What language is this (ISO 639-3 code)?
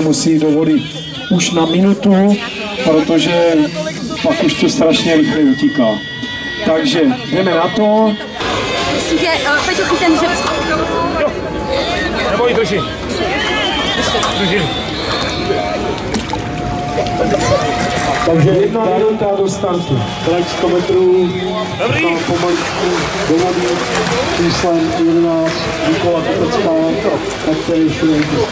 ces